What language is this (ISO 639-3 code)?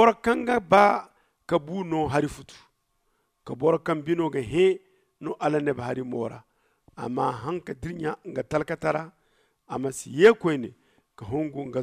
dje